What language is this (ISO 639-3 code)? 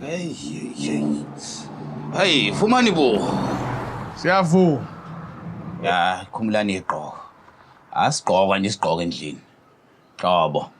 zul